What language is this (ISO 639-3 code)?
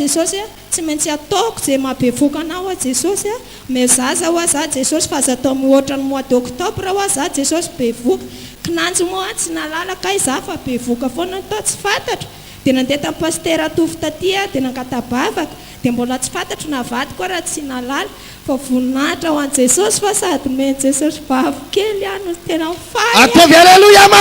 mlg